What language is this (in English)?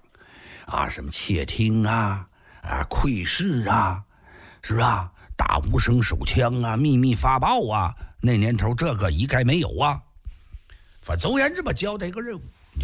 Chinese